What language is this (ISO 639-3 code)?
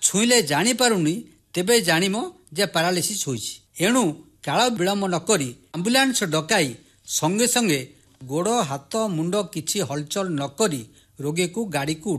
ori